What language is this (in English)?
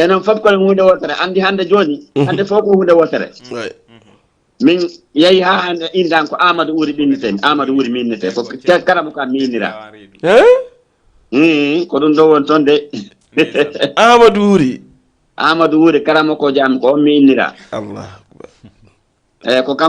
Fula